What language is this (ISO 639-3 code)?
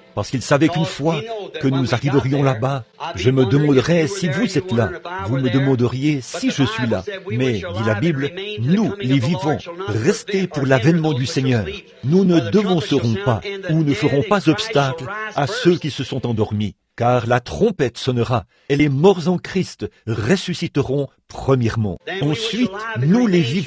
fra